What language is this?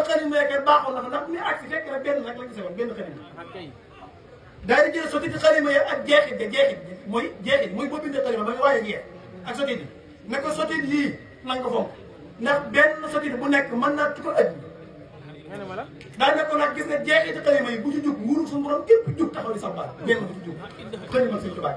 Wolof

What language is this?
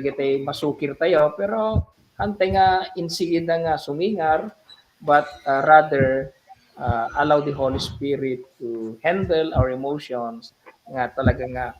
Iloko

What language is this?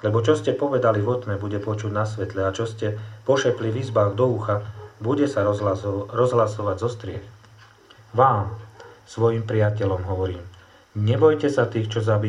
Slovak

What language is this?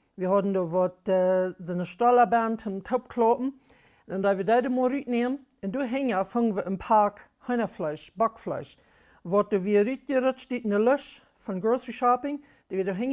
Plautdietsch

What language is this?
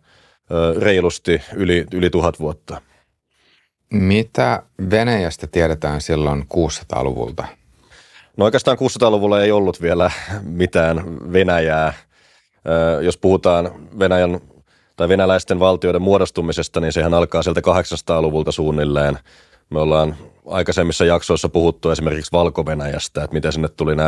Finnish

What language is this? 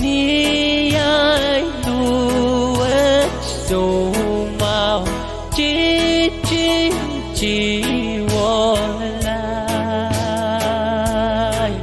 Pohnpeian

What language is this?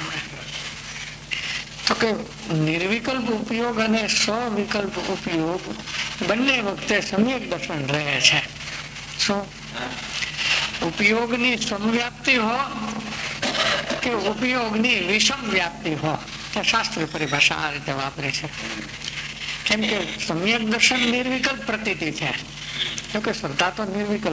Gujarati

